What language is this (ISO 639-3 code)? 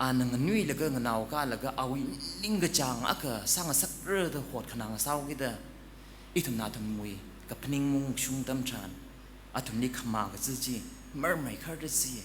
nmf